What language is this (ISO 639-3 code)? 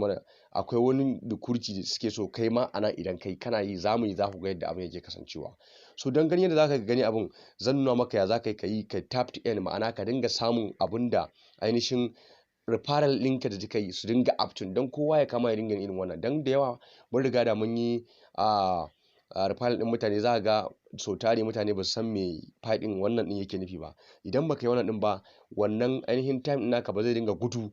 hau